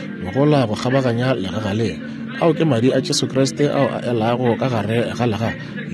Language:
Northern Sotho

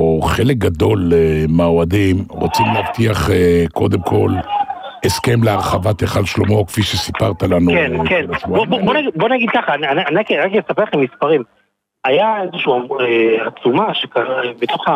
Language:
Hebrew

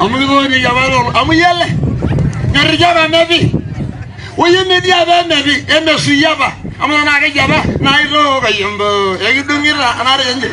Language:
Masai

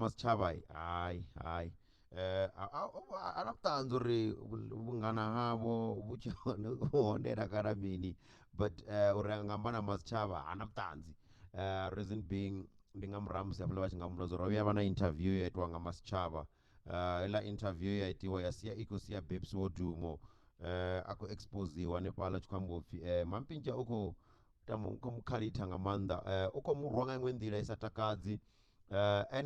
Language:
Venda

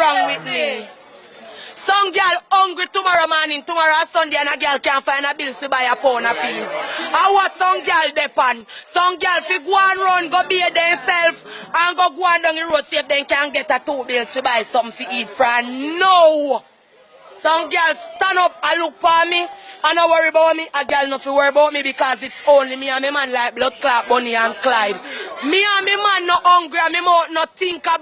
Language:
Jamaican Creole English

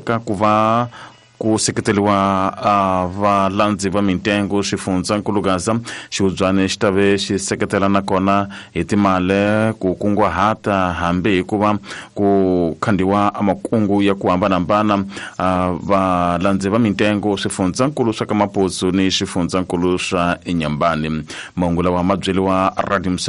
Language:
Tsonga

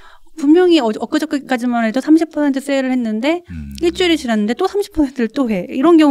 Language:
Korean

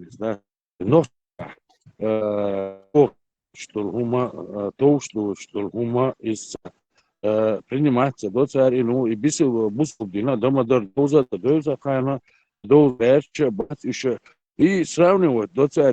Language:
Chechen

